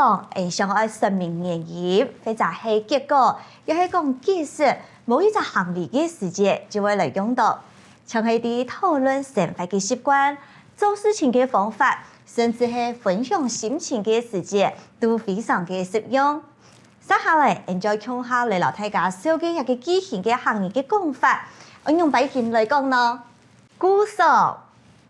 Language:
Hakka Chinese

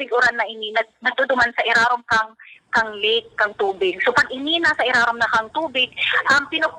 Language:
Bikol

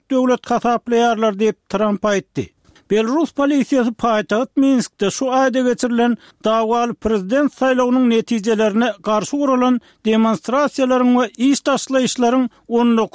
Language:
Turkmen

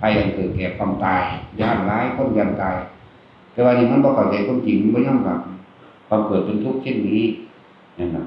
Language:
Northeastern Thai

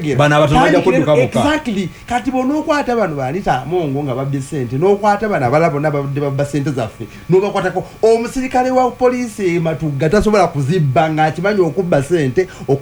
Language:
Ganda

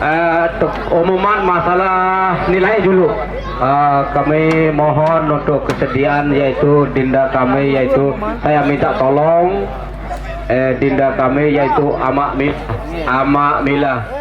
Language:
Sasak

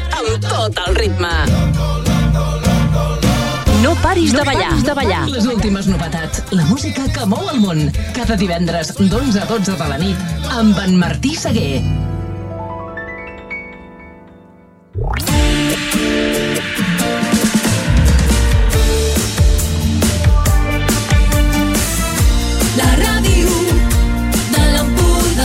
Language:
Catalan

